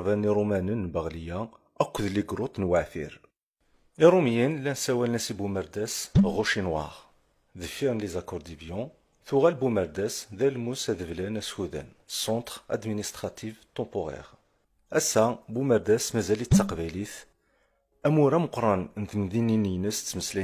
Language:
Kabyle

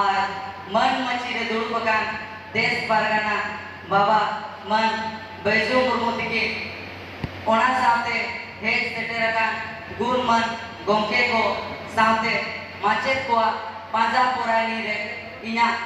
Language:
Santali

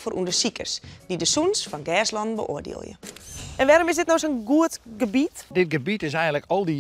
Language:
Western Frisian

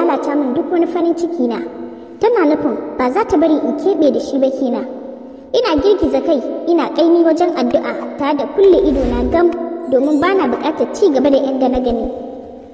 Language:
Hausa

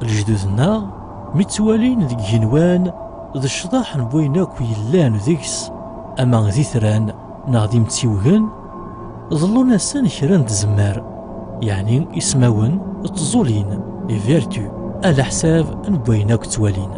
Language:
Kabyle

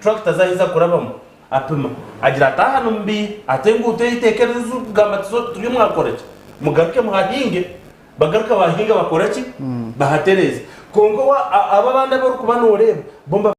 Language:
Nyankole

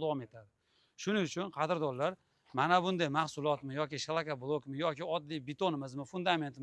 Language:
Uzbek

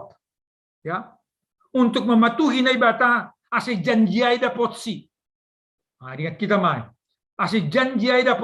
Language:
Batak Simalungun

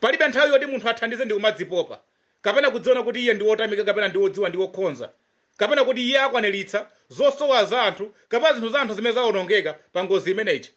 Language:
Nyanja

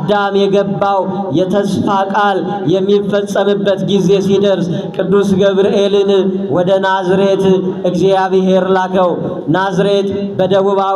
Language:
Amharic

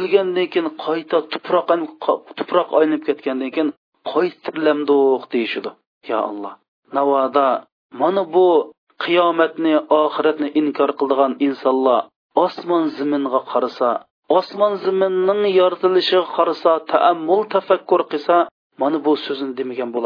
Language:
Uyghur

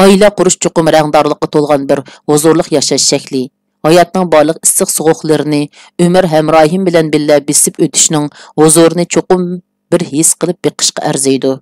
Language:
Uyghur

